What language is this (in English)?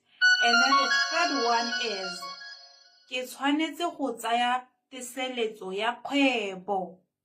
Tswana